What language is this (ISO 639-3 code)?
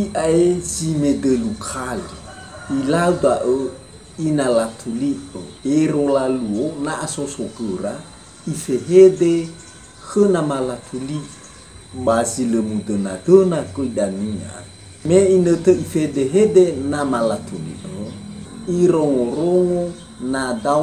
nia